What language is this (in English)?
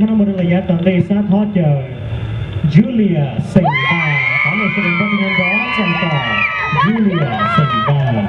Hmong